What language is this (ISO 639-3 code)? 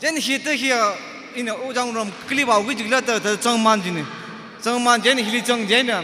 nmf